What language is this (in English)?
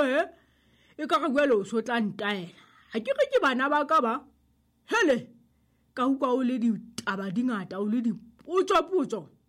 Southern Sotho